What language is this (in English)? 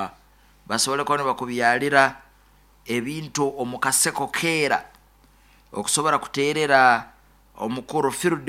Nyoro